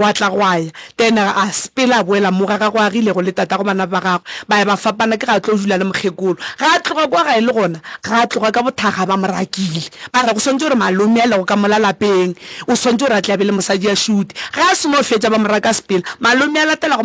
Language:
Northern Sotho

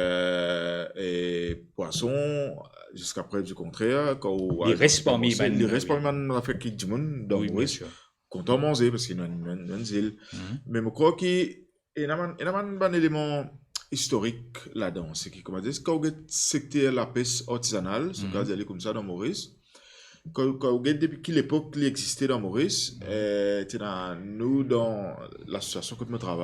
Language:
Morisyen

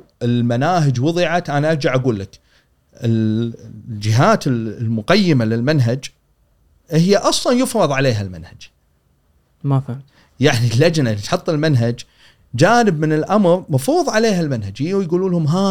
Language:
Gulf Arabic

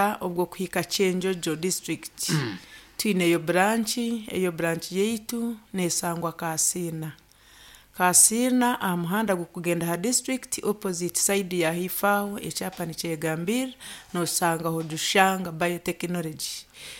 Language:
Nyankole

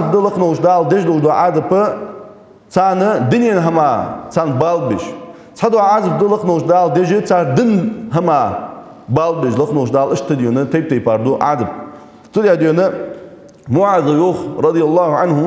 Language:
Ingush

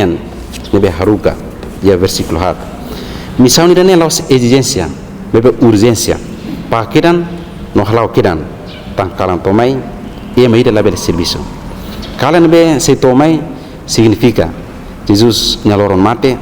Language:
Tetum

